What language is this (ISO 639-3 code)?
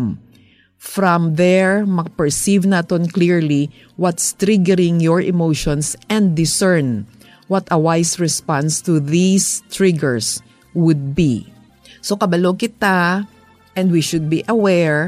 hil